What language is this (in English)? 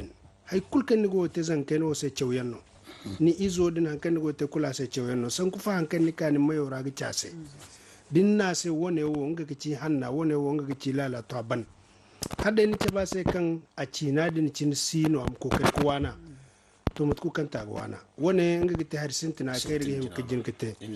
Zarma